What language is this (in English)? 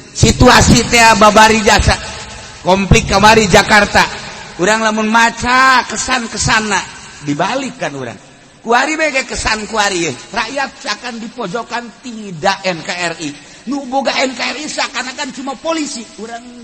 Sundanese